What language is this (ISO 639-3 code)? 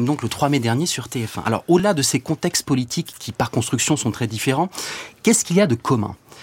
fra